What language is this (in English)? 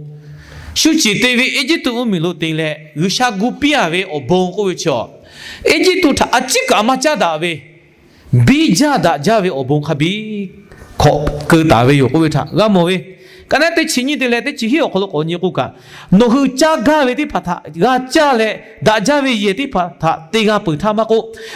Lahu